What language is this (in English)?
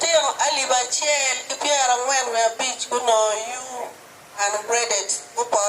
Acoli